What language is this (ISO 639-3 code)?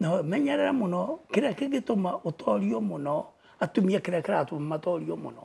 kik